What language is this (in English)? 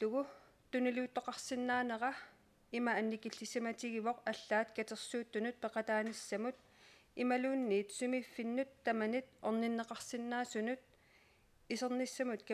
Kalaallisut